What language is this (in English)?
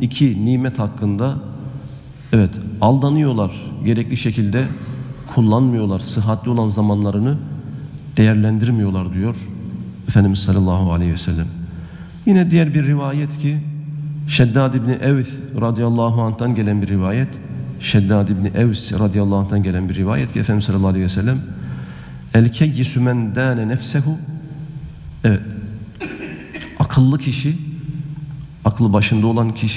Turkish